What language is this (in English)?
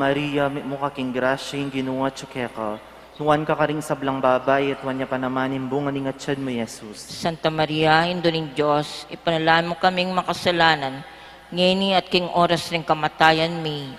Pampanga